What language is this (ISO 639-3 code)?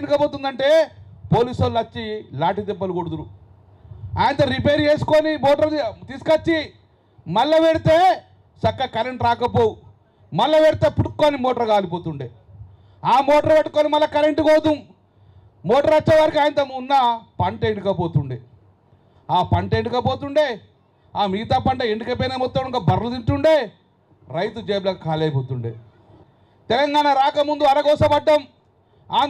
tel